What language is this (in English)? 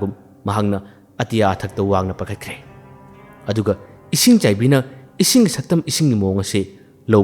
Manipuri